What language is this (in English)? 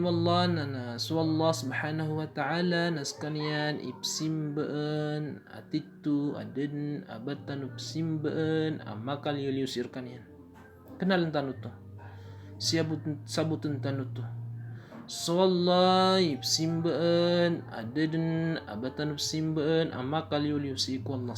Maranao